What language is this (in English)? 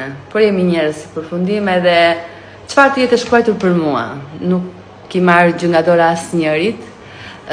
Albanian